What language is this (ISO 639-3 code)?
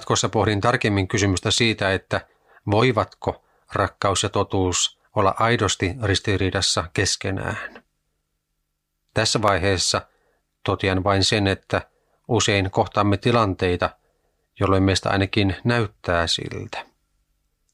fin